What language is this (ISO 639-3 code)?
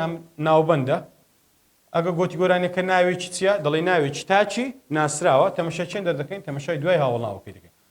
ckb